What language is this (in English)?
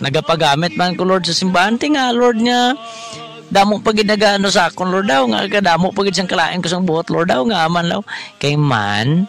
Hiligaynon